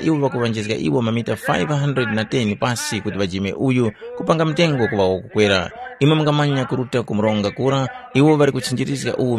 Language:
Tumbuka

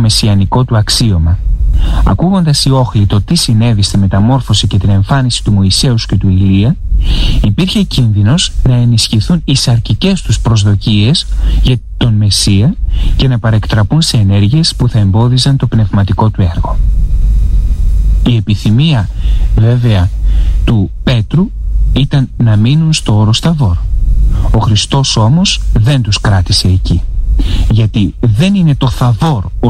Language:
Greek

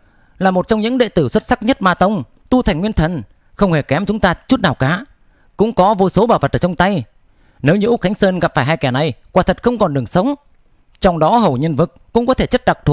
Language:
Vietnamese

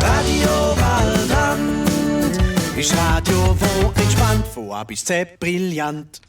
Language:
Swiss German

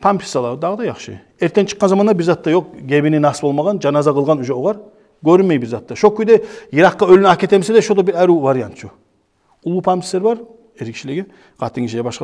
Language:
Kumyk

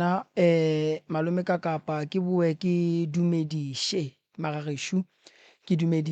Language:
Northern Sotho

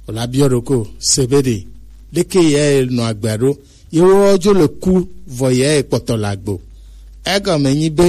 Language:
Gen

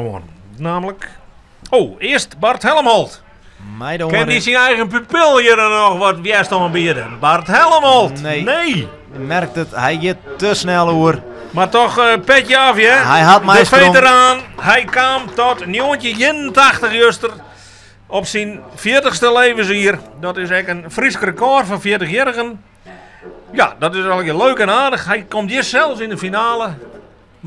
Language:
Western Frisian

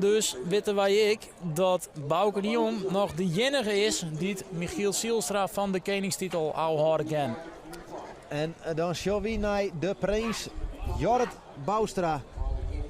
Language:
Western Frisian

